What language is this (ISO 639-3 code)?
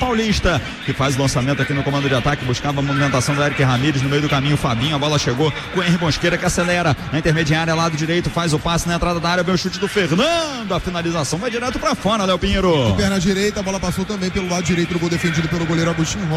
por